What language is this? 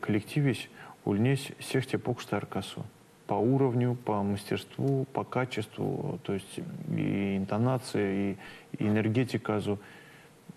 Erzya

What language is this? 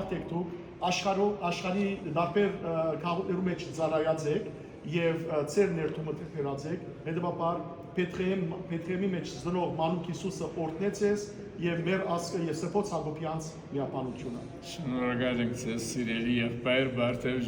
Western Armenian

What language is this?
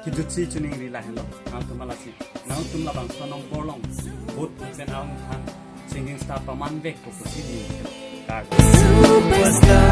Karbi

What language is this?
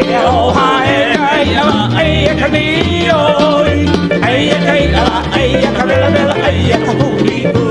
Hawaiian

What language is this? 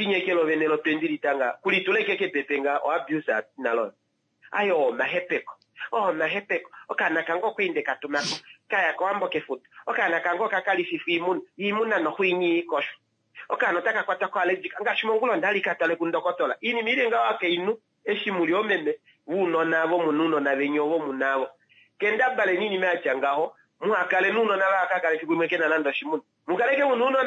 Kuanyama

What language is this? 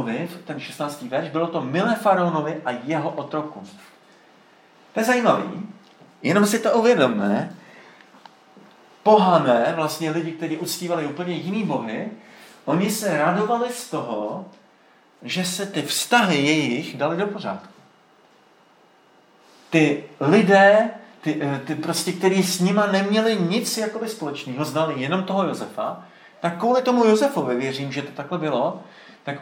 Czech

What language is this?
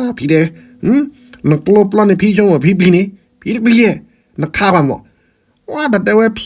S'gaw Karen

